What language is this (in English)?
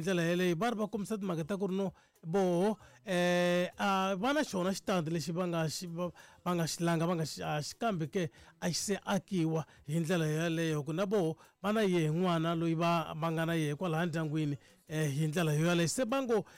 Tsonga